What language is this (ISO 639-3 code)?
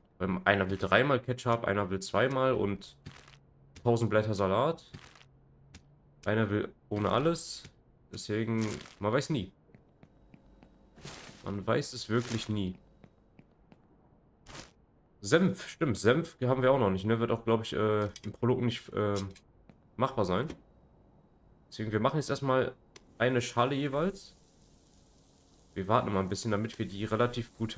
deu